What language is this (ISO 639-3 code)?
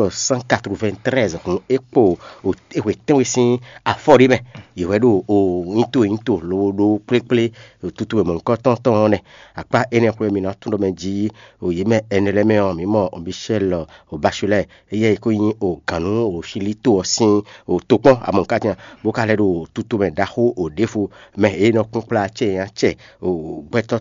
fon